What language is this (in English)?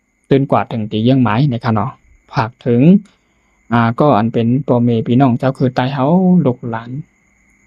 Shan